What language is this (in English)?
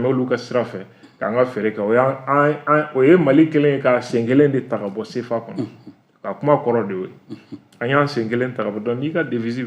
Bambara